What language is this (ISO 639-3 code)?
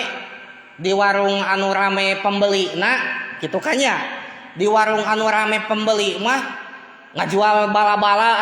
sun